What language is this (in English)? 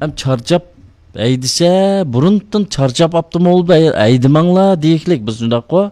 Uyghur